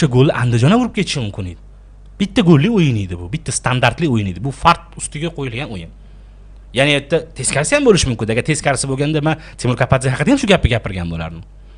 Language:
Uzbek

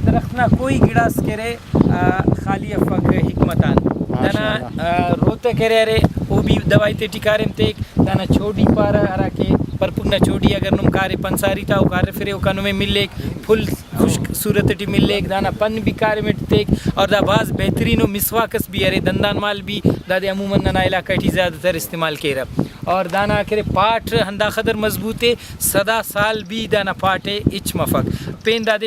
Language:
Brahui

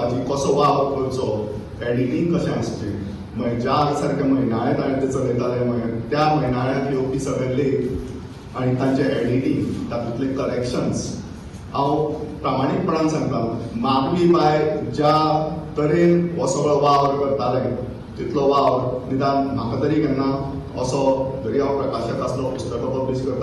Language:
Konkani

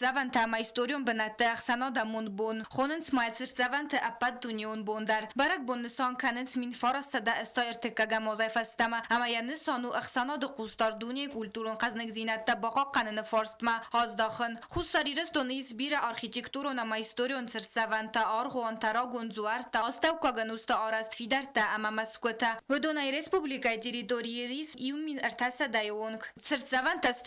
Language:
Ossetic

